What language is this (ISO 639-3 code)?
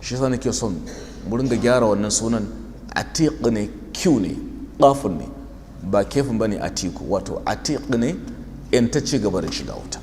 hau